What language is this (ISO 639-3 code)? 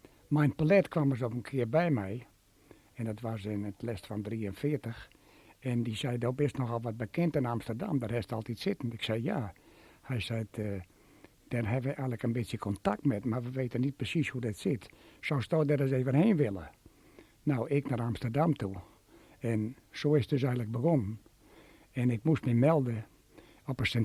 fry